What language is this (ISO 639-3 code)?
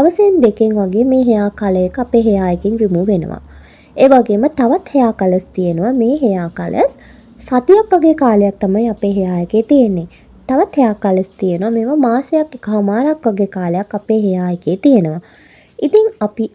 sin